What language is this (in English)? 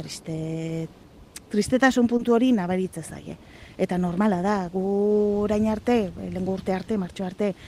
Basque